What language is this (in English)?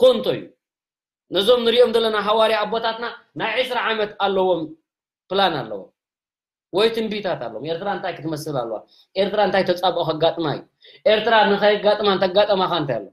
Tigrinya